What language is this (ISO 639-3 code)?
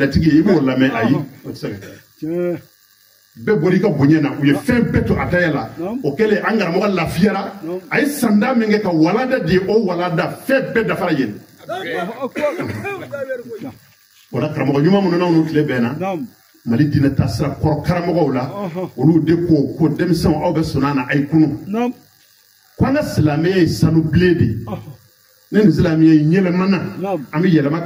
bam